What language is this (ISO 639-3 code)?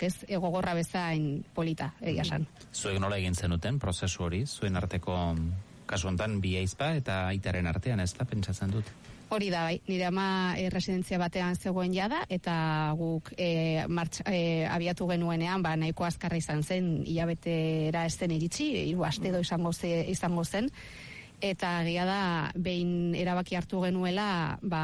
eus